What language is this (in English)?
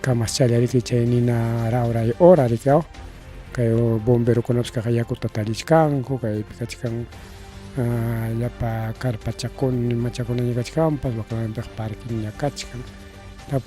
Ayacucho Quechua